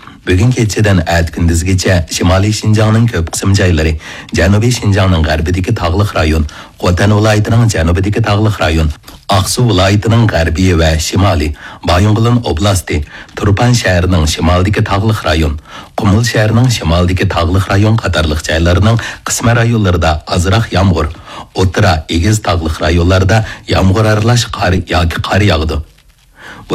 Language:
Uyghur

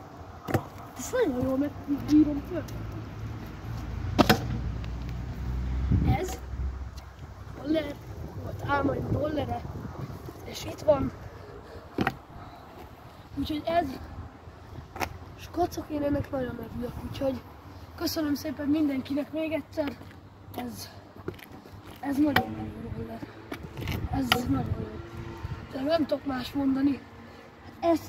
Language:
Hungarian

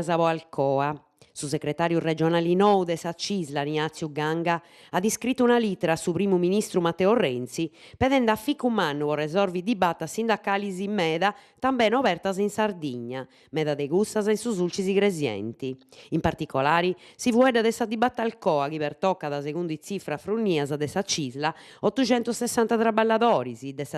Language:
Sardinian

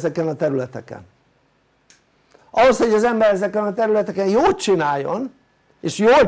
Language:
Hungarian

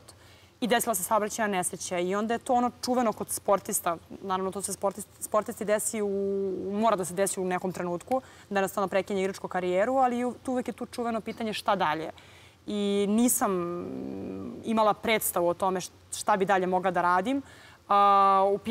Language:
Serbian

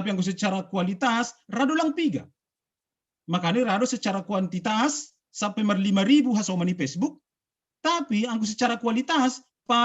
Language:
Batak Simalungun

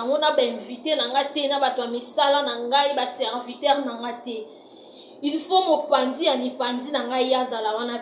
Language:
Lingala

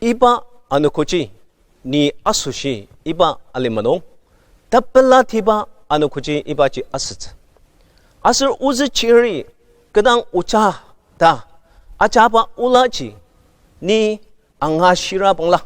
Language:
Ao Naga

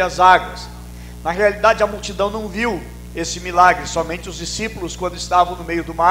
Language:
Portuguese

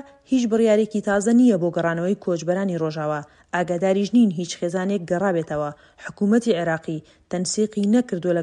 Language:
Central Kurdish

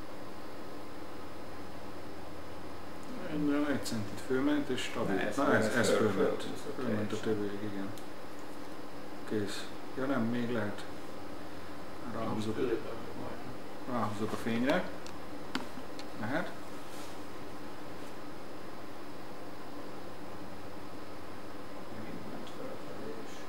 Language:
Hungarian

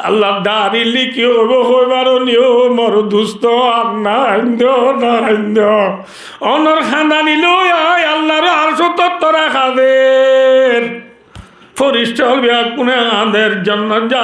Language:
Rohingya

